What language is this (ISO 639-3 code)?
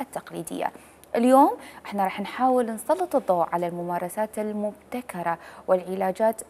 acm